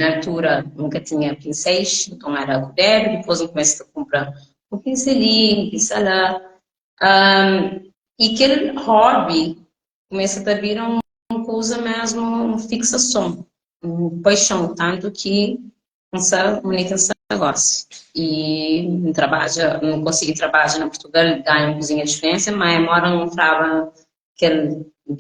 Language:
Kabuverdianu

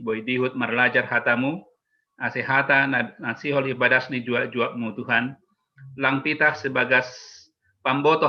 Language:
Batak Simalungun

